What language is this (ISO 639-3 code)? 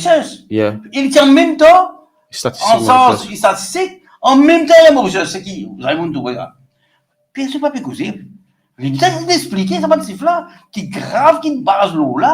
mfe